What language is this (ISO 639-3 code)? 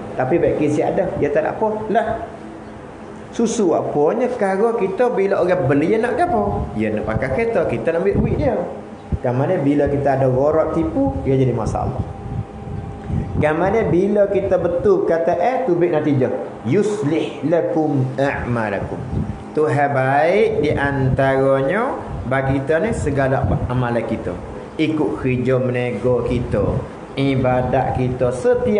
msa